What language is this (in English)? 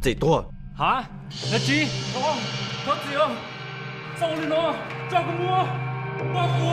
Hmong